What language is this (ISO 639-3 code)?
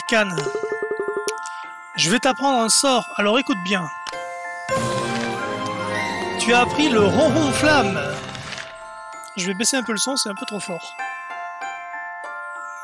fra